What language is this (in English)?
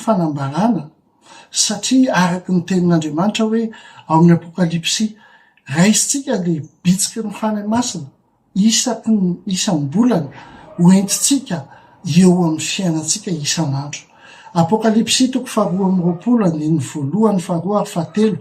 Malagasy